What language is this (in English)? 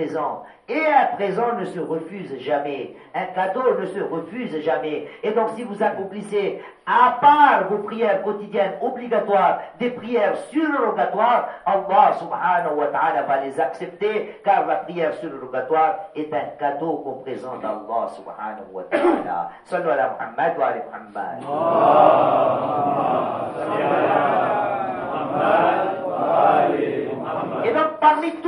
French